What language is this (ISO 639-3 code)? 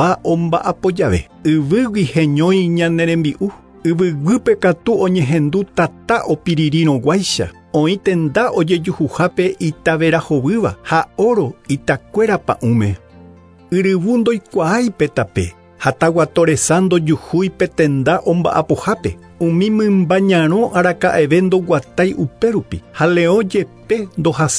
grn